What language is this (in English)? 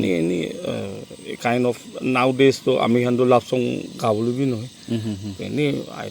Naga Pidgin